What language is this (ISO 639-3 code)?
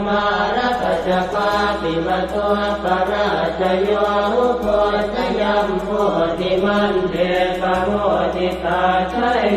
pli